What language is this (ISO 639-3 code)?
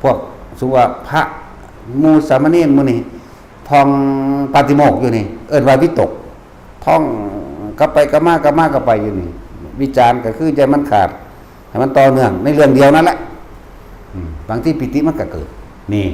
lao